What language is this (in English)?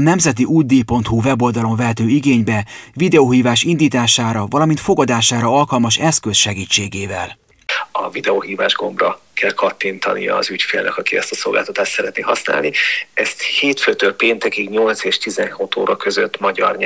Hungarian